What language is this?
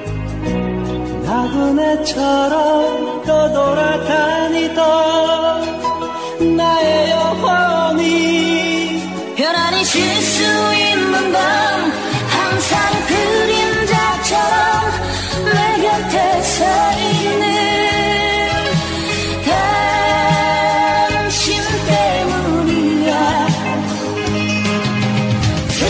Korean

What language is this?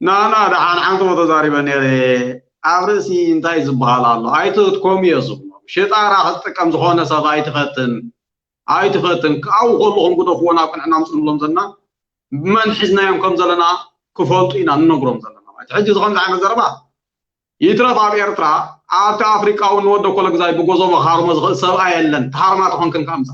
Tigrinya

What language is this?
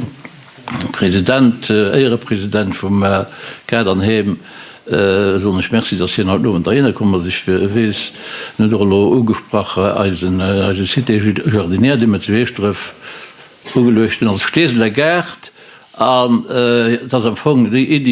Luxembourgish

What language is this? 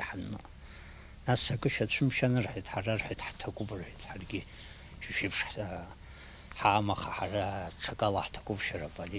Abkhazian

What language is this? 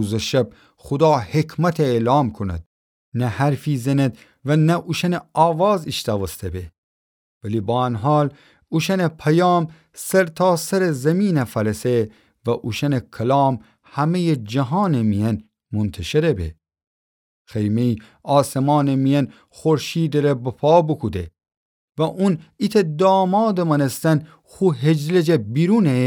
Gilaki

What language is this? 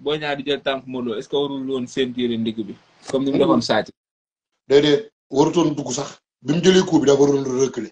Wolof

